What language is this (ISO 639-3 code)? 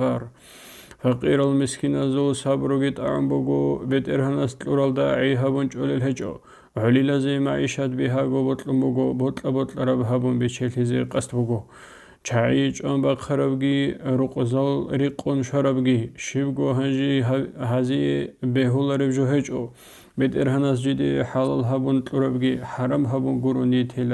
ava